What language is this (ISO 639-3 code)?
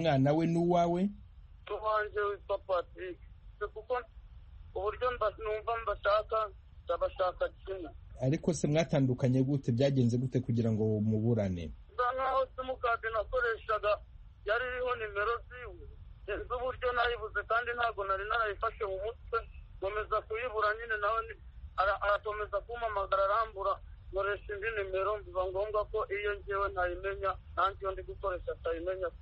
kin